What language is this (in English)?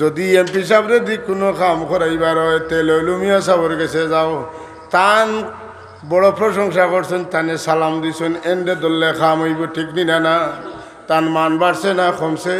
Sylheti